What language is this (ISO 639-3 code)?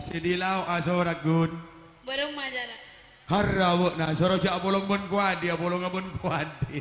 mad